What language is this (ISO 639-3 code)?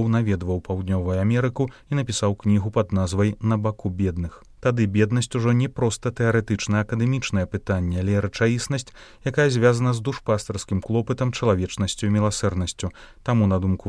bel